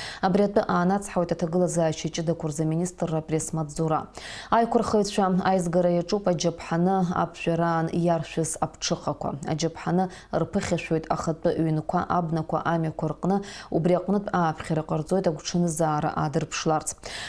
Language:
Abkhazian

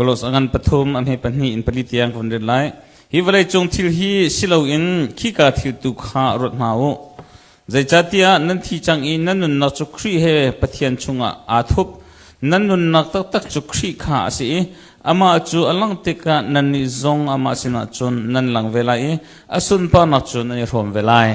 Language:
Hakha Chin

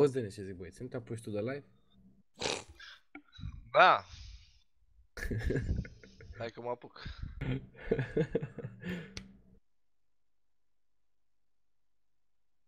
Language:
Romanian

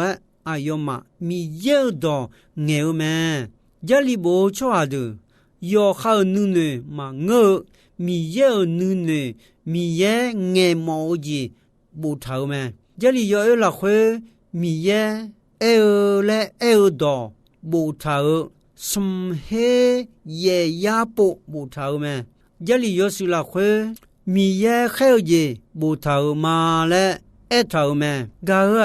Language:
Akha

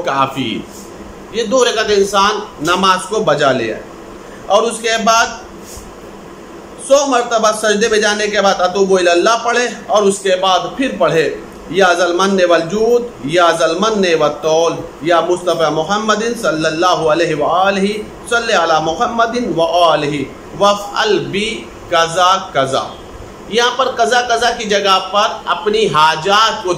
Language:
Urdu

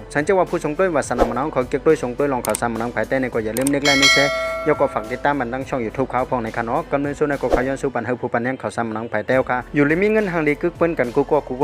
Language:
Shan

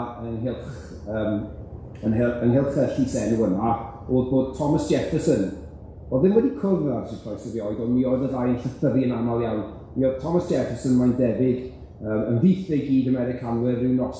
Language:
Welsh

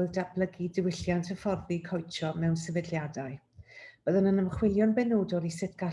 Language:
Welsh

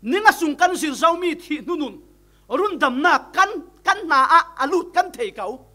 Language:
Falam Chin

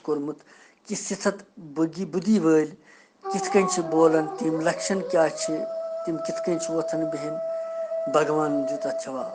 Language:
Kashmiri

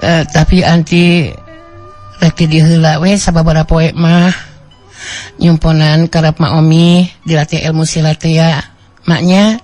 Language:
Sundanese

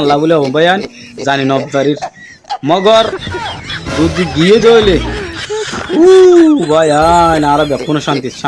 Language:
Rohingya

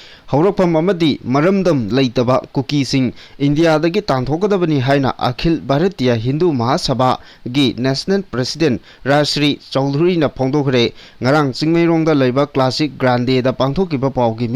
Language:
Manipuri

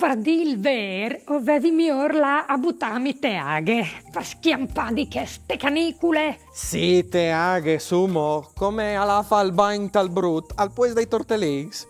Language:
Friulian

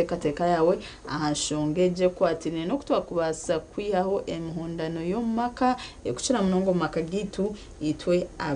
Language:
Nyankole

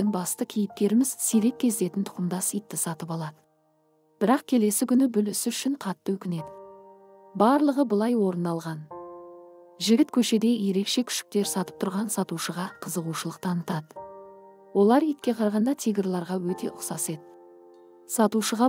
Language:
Kazakh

